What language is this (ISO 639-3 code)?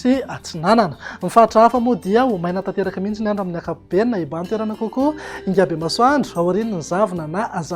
mlg